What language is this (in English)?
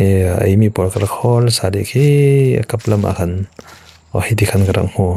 Falam Chin